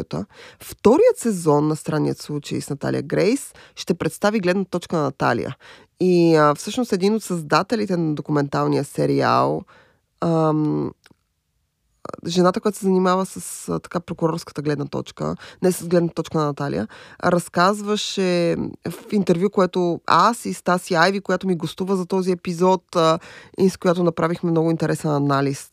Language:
Bulgarian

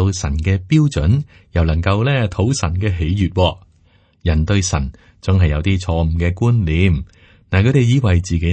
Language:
Cantonese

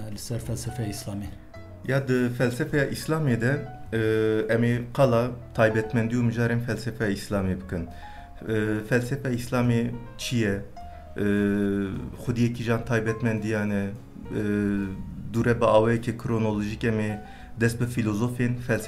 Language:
Kurdish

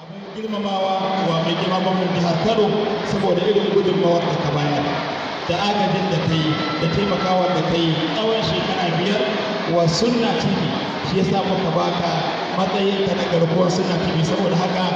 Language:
Hausa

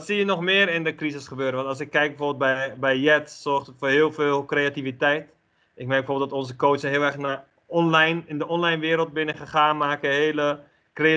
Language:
Dutch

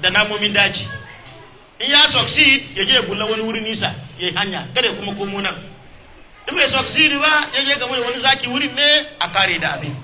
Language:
Hausa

